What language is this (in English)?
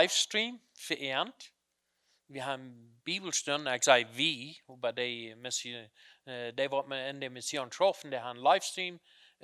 Plautdietsch